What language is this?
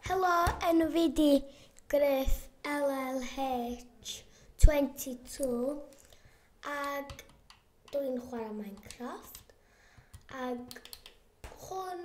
Welsh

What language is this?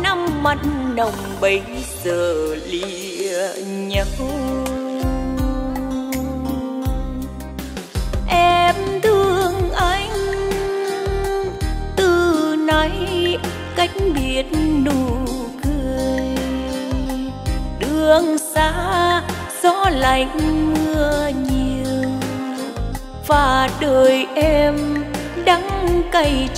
Vietnamese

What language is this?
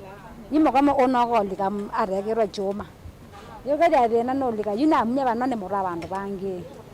Kamba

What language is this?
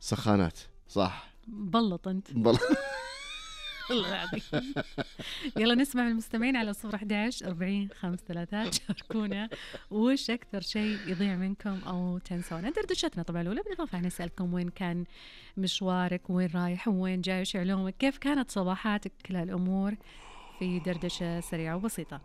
Najdi Arabic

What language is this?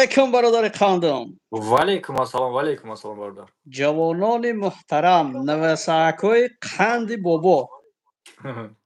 Tajik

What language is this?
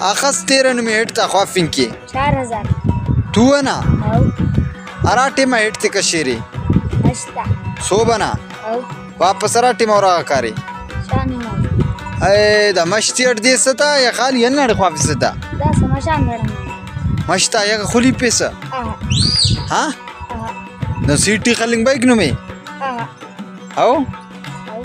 Brahui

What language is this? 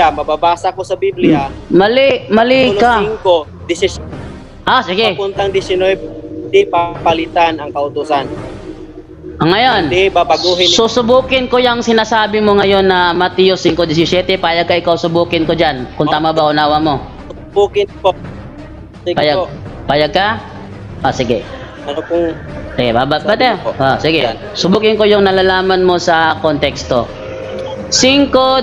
Filipino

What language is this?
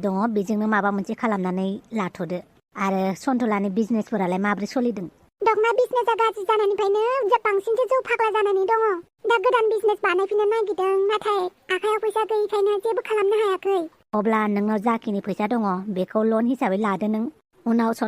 Bodo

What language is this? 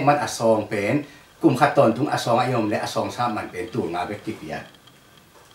Tedim Chin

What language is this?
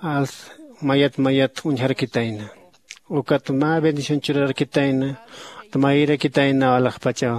Aymara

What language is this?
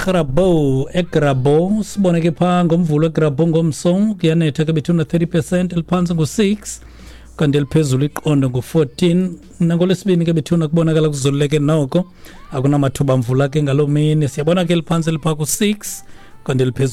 Xhosa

